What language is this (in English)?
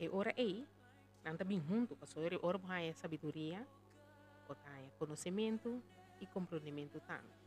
Papiamento